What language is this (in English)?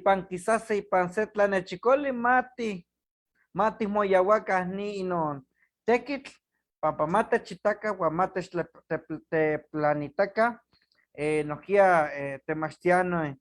Eastern Huasteca Nahuatl